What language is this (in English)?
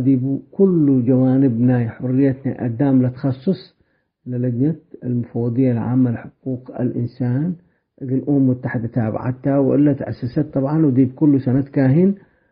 Tigre